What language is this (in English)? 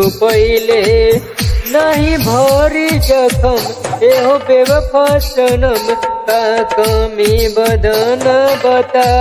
Bhojpuri